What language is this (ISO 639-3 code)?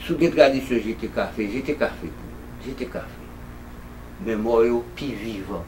hat